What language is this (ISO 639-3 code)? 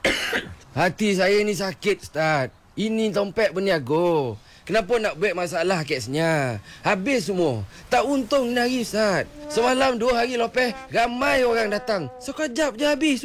msa